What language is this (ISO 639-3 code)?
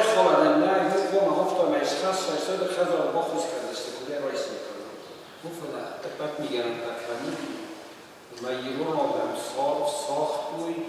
oss